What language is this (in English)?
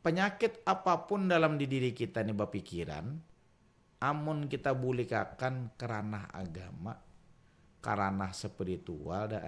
Banjar